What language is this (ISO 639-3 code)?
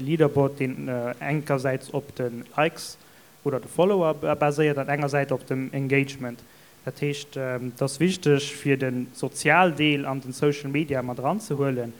ltz